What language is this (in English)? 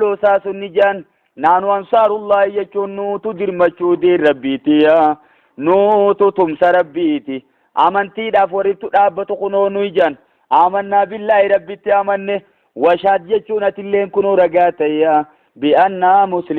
Oromo